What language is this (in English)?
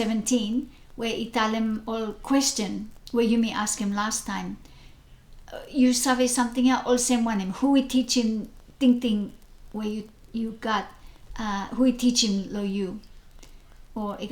Bislama